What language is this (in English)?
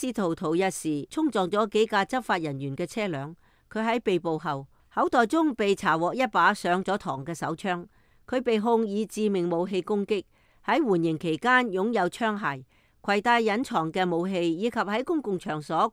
Cantonese